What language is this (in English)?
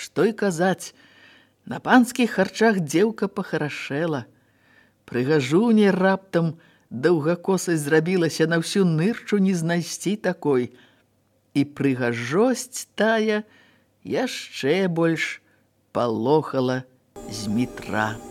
Belarusian